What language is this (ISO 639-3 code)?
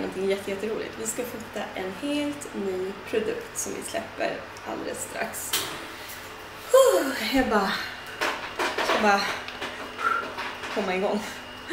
swe